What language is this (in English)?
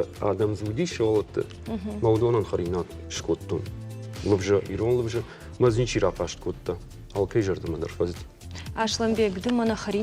Ossetic